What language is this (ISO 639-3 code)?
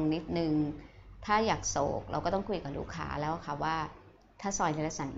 tha